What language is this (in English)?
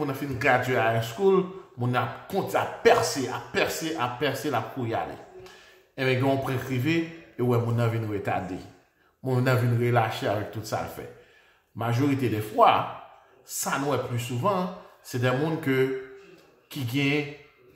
Haitian Creole